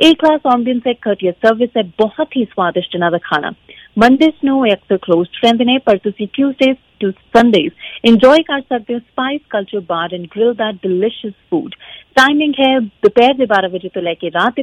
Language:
Punjabi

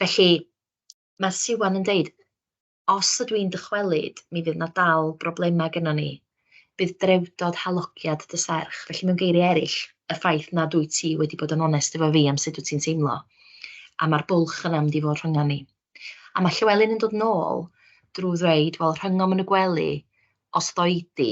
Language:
Welsh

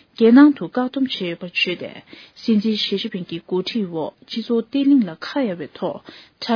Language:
Tibetan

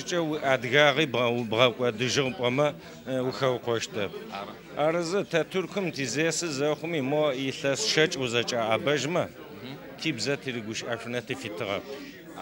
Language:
Adyghe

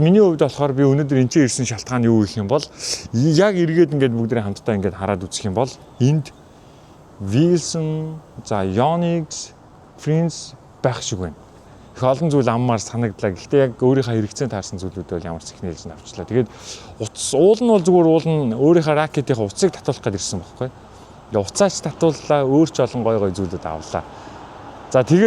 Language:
Mongolian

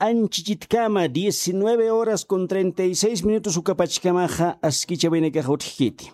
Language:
Aymara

